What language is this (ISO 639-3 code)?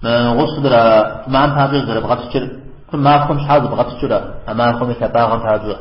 kbd